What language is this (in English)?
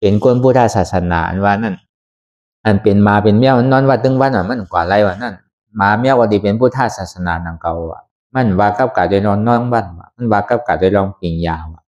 Shan